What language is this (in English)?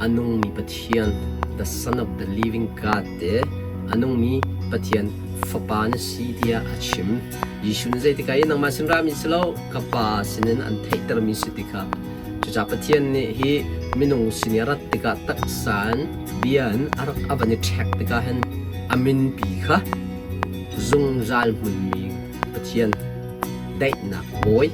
Hakha Chin